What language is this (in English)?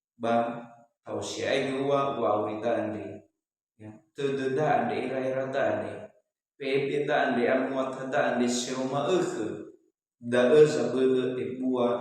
Nias